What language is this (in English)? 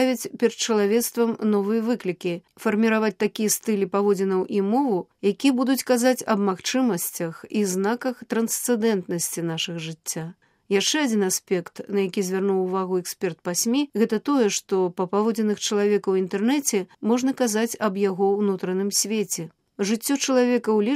Belarusian